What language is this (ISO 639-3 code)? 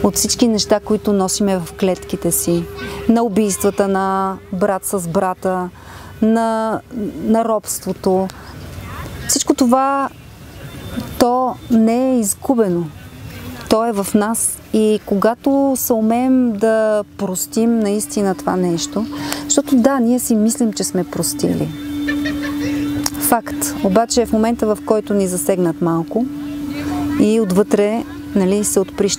bul